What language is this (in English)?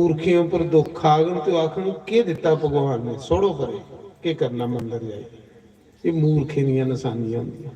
Dogri